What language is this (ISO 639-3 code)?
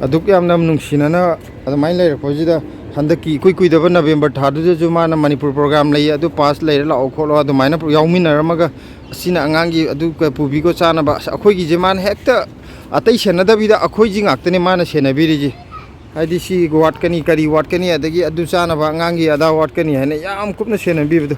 mni